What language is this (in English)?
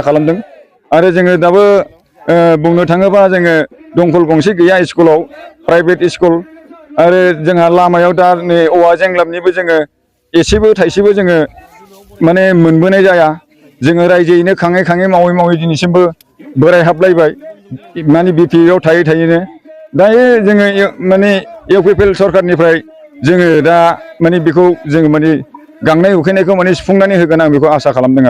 Bodo